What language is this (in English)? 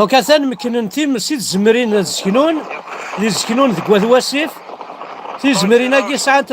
Kabyle